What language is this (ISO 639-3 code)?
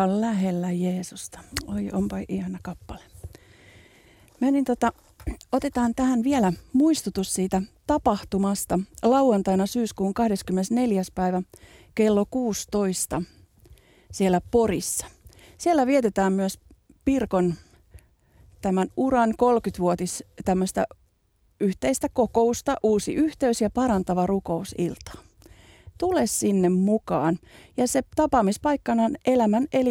fin